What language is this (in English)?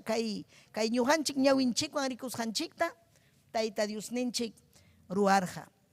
Ayacucho Quechua